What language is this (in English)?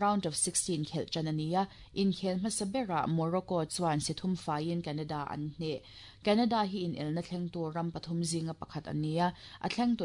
Mizo